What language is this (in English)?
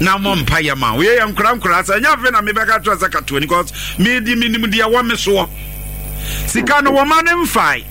Akan